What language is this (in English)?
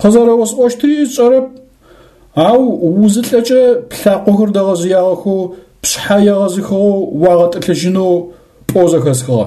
Adyghe